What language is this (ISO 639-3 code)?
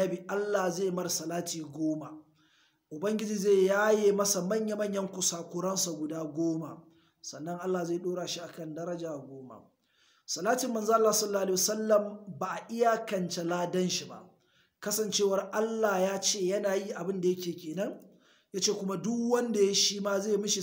hau